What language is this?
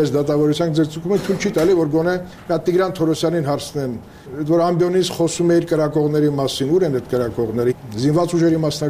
Armenian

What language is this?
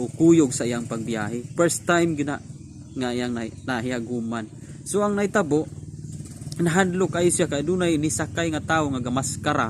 Cebuano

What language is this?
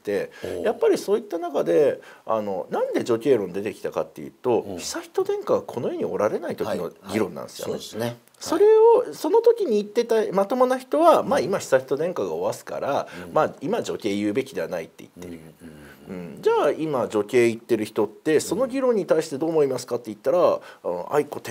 Japanese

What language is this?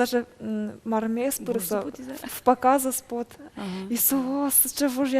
Udmurt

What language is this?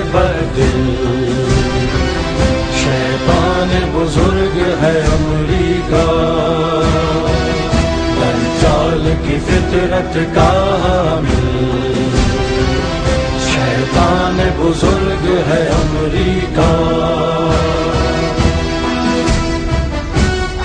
Urdu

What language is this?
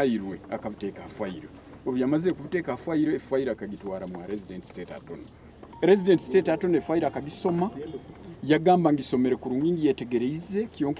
Nyankole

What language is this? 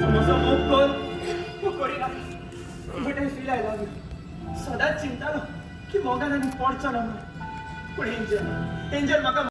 Konkani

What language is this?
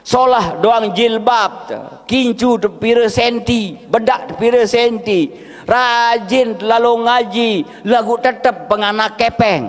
Sasak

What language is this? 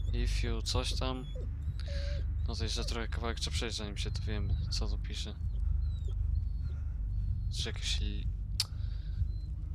Polish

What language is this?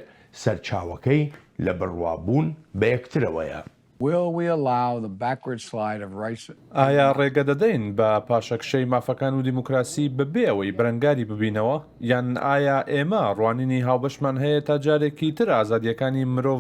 Central Kurdish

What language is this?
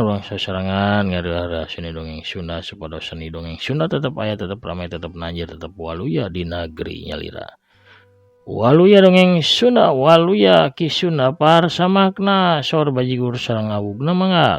Sundanese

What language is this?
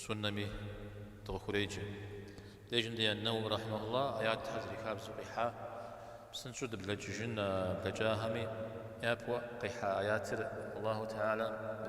Kabardian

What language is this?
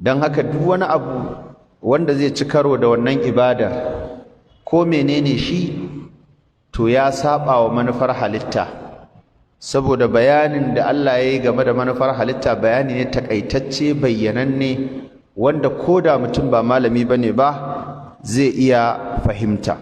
Hausa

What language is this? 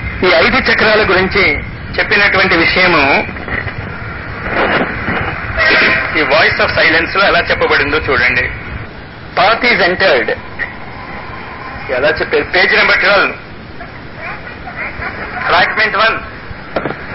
Telugu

